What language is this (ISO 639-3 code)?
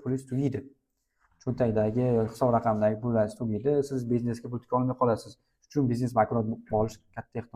uzb